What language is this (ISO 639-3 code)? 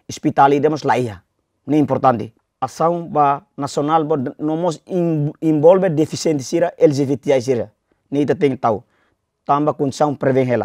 tet